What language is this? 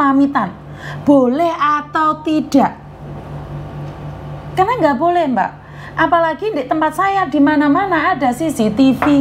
Indonesian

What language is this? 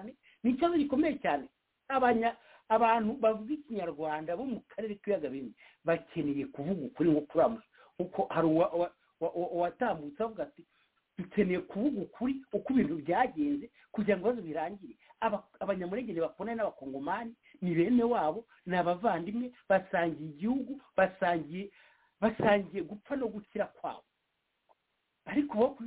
Kinyarwanda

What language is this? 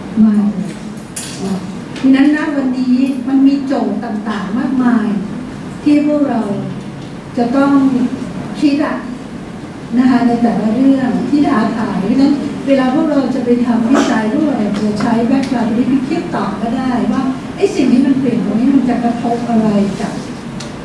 Thai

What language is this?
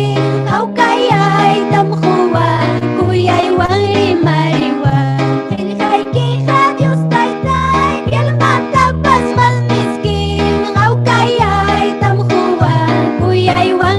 Ayacucho Quechua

